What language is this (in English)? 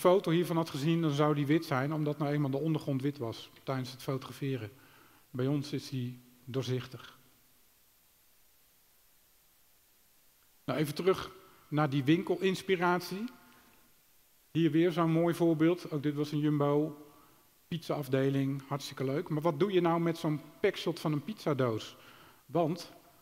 Dutch